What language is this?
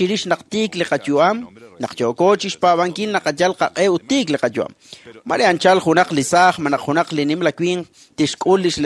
Kekchí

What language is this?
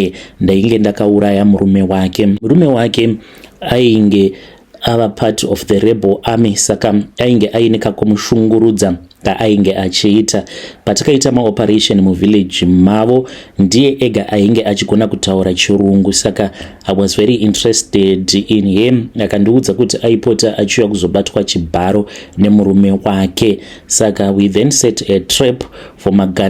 Shona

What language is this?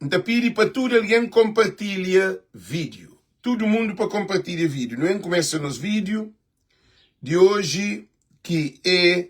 Kabuverdianu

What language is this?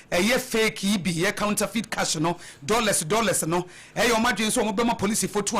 Akan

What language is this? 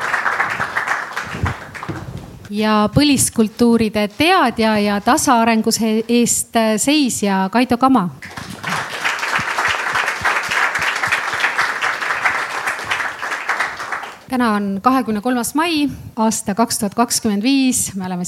Estonian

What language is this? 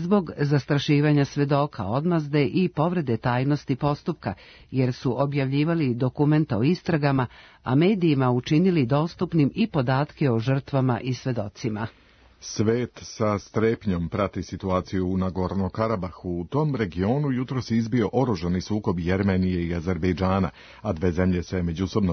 Serbian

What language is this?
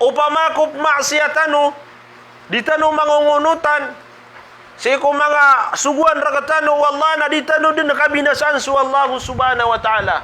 Maranao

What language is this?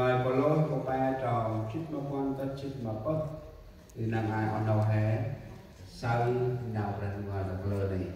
Central Mnong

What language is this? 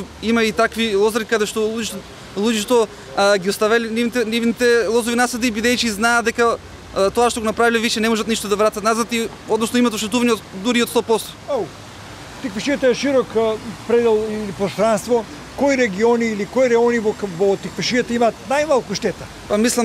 Macedonian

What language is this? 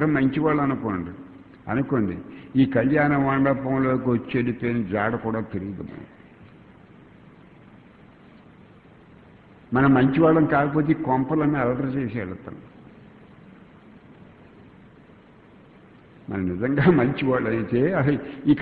Telugu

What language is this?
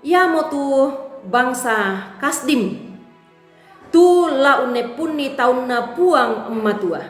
Toraja-Sa'dan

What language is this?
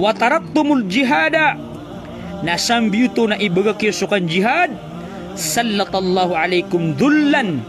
Maranao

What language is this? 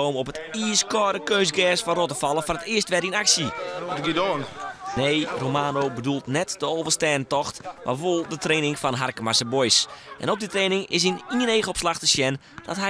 Western Frisian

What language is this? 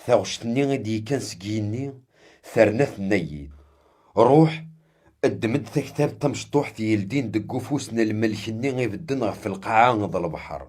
Kabyle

